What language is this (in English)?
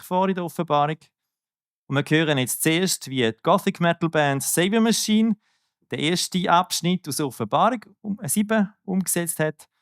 Swiss German